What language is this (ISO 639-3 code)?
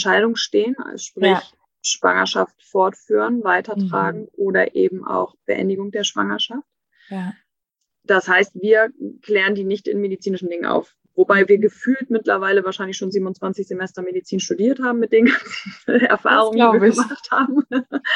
deu